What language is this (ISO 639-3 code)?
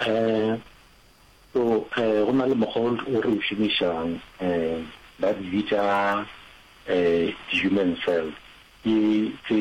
nso